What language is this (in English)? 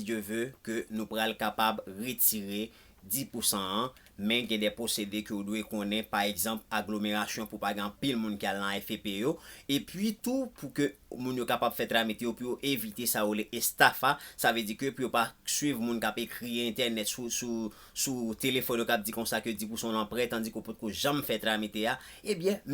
Haitian Creole